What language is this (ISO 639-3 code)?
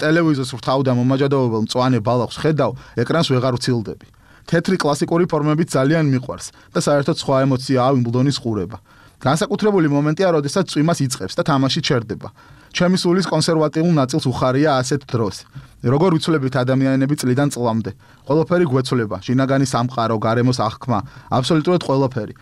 kat